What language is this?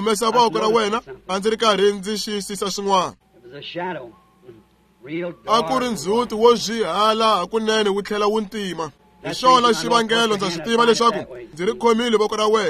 Tsonga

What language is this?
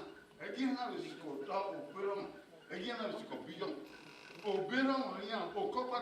Bini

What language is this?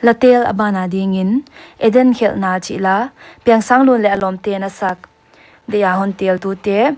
Paite Chin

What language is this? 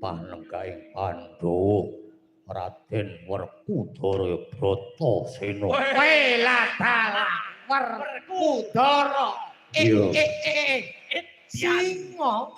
Javanese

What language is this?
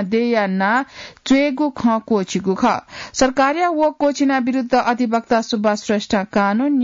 Newari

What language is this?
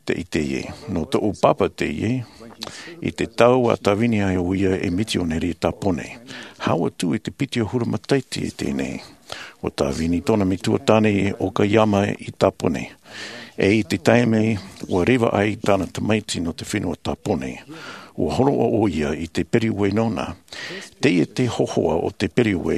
Tahitian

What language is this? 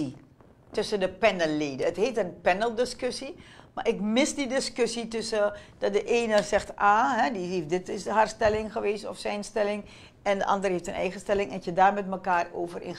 Dutch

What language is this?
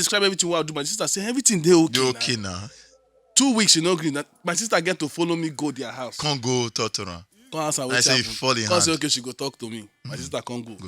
Nigerian Pidgin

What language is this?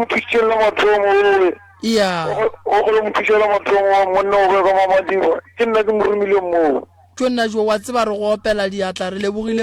Northern Sotho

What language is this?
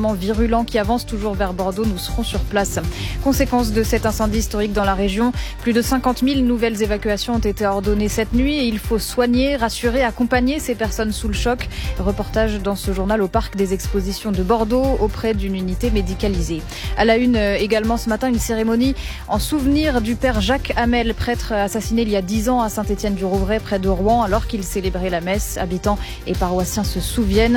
French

